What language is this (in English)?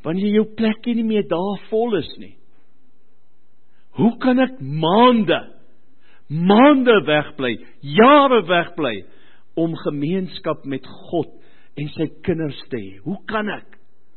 Afrikaans